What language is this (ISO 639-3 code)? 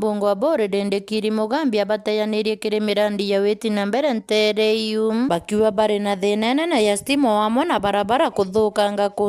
mer